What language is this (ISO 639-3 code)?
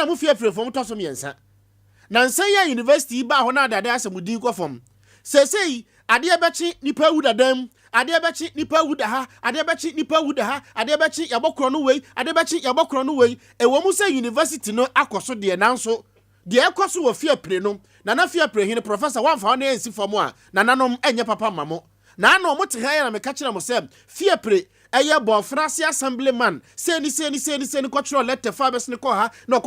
aka